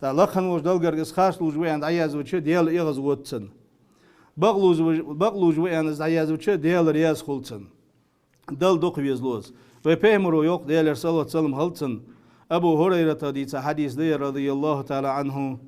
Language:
Ingush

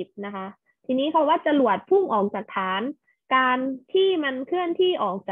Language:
Thai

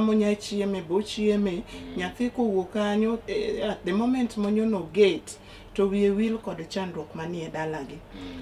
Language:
Luo (Kenya and Tanzania)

